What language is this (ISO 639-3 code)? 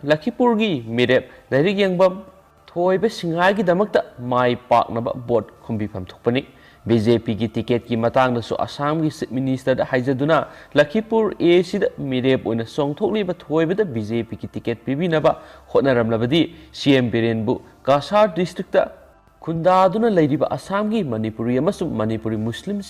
mni